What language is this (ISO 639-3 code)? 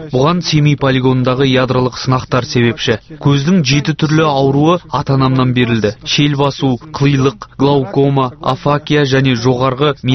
kaz